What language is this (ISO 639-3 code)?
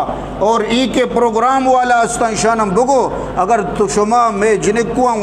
bgp